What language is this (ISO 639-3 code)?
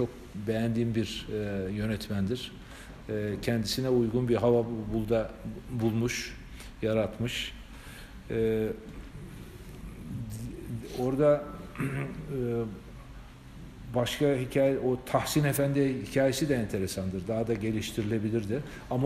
tur